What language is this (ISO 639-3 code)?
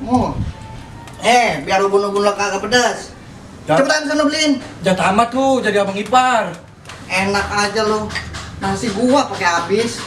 bew